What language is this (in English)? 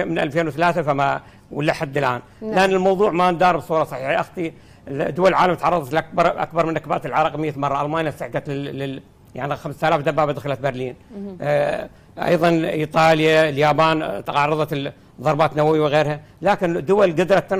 Mesopotamian Arabic